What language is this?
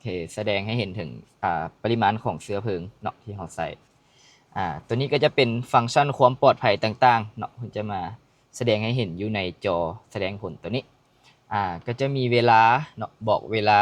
Lao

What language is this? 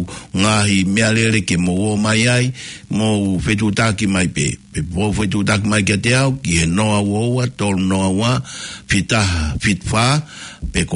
Tongan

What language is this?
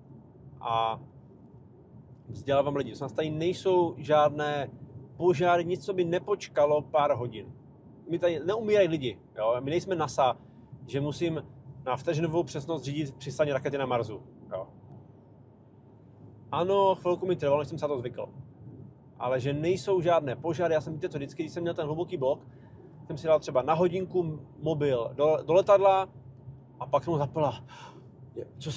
Czech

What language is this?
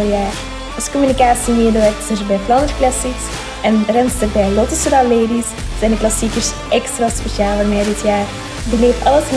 Dutch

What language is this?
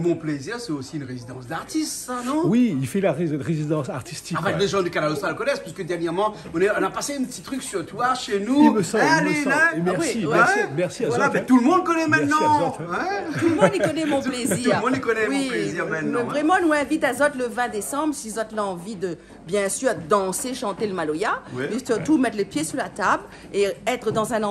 Réunion Creole French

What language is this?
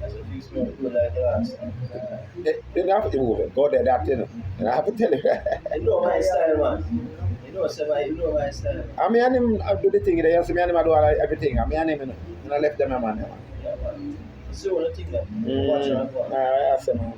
Jamaican Creole English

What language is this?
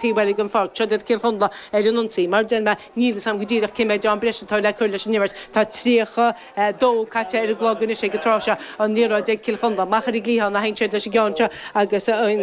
Irish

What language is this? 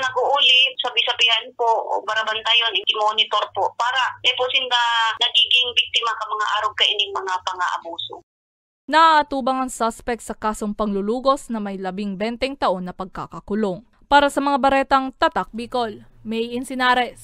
Bikol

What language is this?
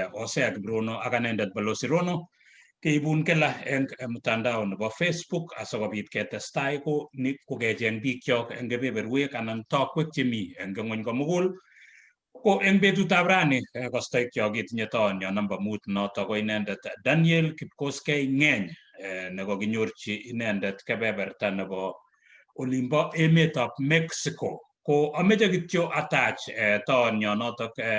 Kalenjin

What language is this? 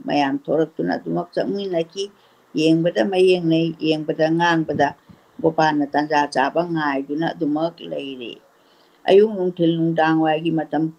Manipuri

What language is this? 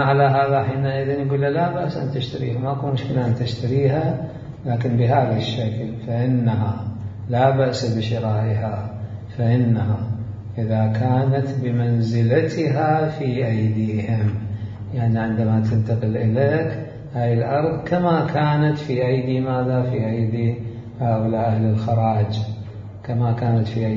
Mesopotamian Arabic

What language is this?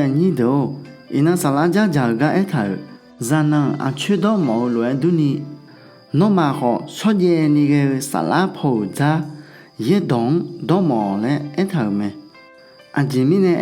Akha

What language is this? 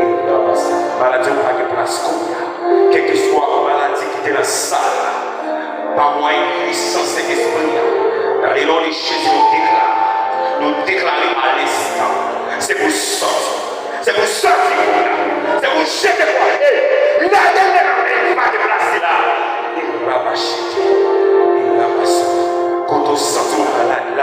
Haitian Creole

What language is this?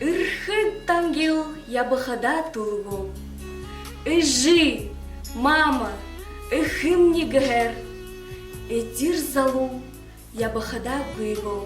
Buriat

